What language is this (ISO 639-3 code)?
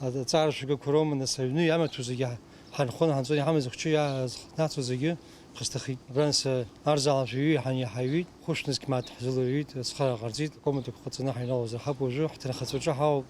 abk